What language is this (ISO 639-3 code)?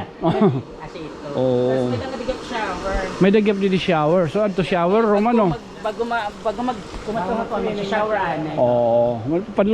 war